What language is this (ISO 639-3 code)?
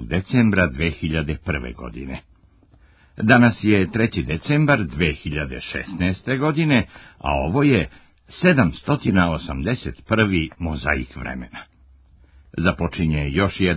srp